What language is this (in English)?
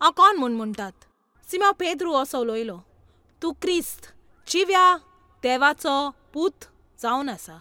Konkani